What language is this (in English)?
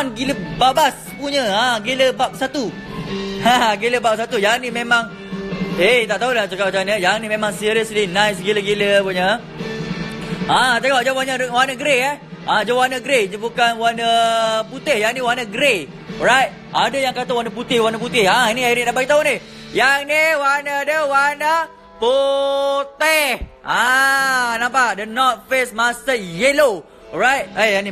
Malay